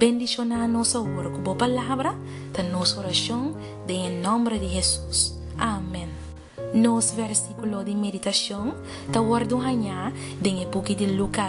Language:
Papiamento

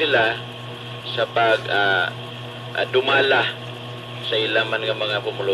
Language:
Hiligaynon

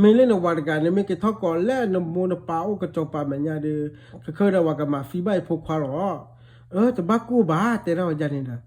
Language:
S'gaw Karen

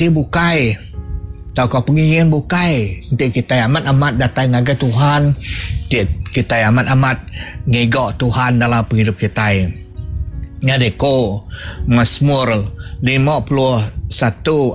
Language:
Iban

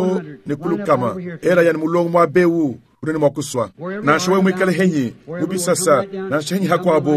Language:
Luba-Lulua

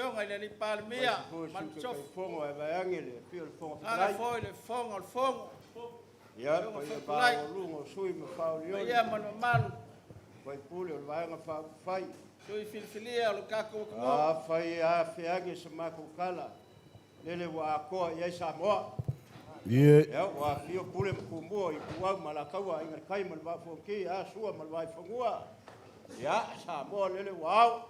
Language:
Samoan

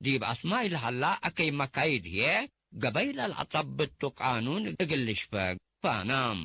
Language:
Tigre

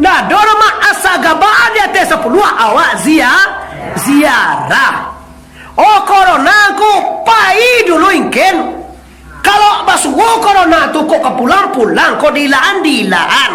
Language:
Minangkabau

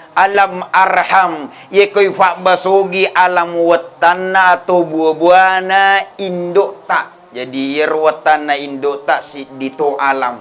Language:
Buginese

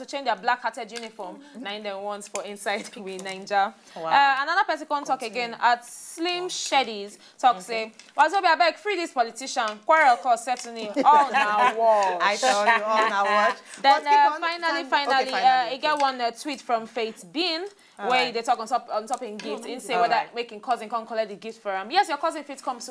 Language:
Nigerian Pidgin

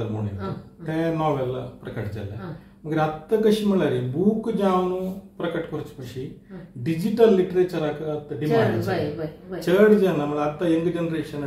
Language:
Konkani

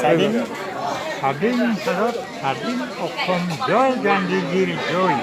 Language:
Assamese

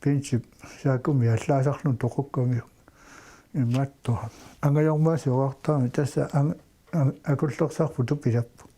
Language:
Kalaallisut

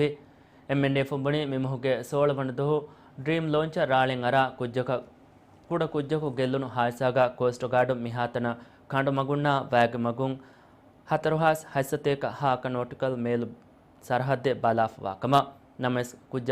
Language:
Divehi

